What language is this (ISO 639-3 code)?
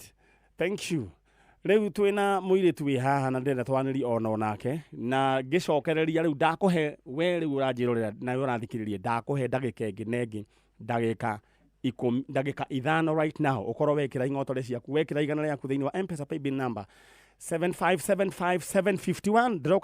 kik